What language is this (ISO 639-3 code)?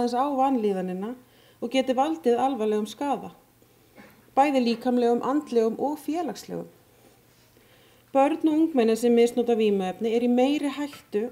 isl